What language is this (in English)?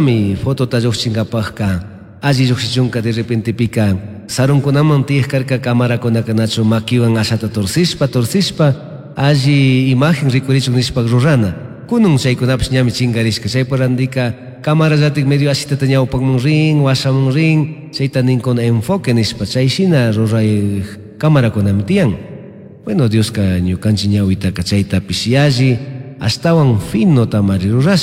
Chimborazo Highland Quichua